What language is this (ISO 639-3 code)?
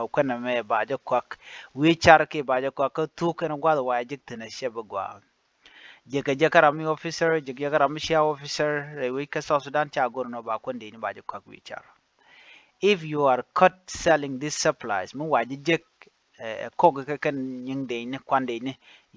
nus